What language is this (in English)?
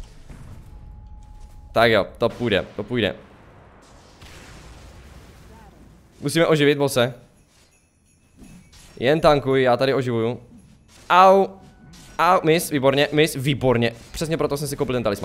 Czech